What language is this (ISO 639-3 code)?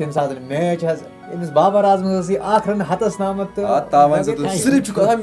kas